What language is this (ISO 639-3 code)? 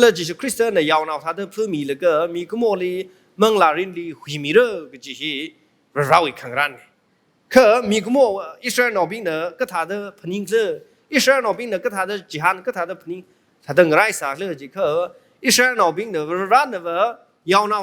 nmf